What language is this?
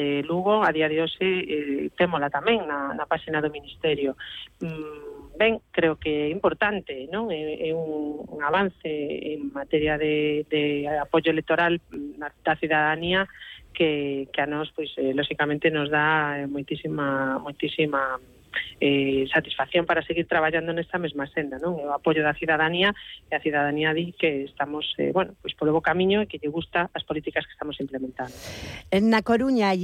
Galician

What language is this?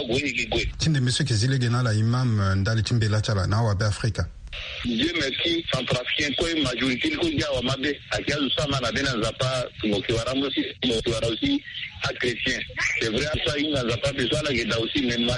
Sango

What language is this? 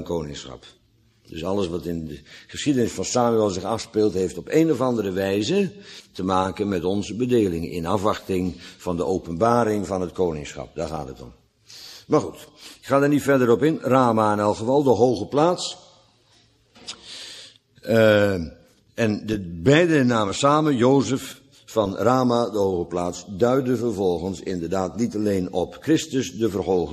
Dutch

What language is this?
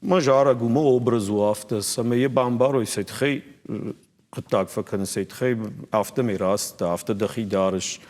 Ossetic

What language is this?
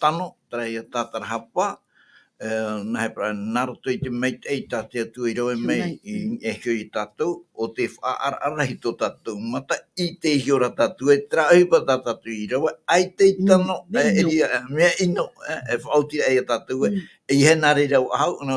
Tahitian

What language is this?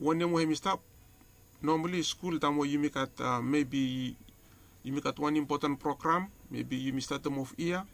Bislama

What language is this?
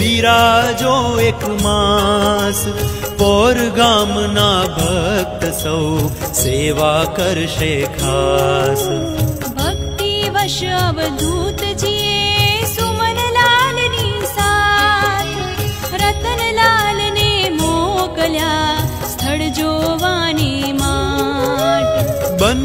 Gujarati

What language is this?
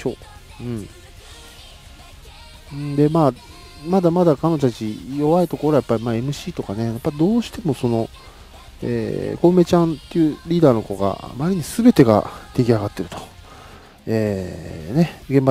Japanese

